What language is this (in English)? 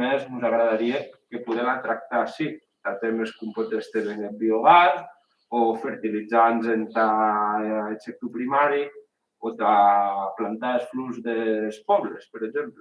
Occitan